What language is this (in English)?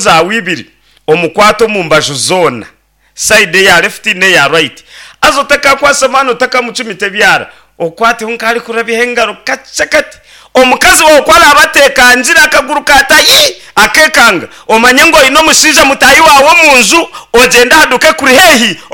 Nyankole